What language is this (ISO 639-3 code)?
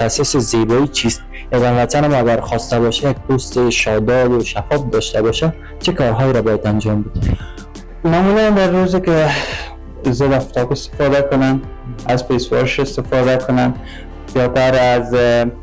fas